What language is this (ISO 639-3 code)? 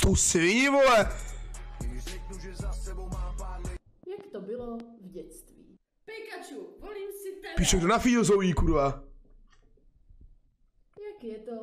ces